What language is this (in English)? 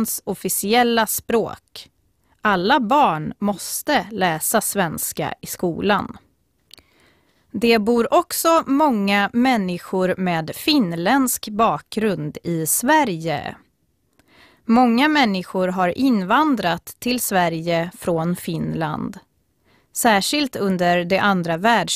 Swedish